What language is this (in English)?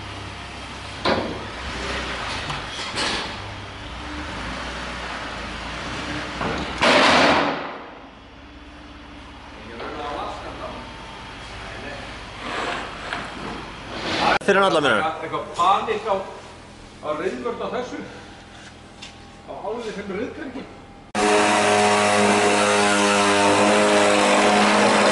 Icelandic